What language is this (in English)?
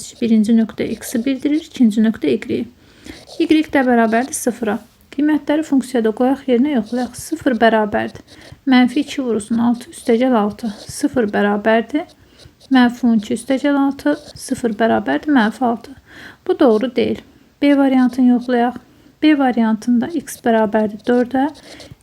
Azerbaijani